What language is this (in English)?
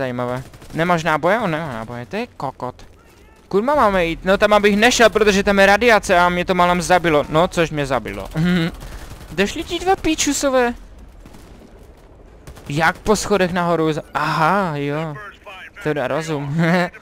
Czech